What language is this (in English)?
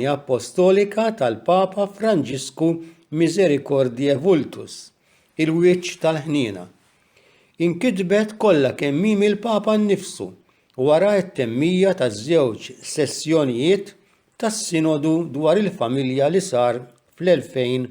Maltese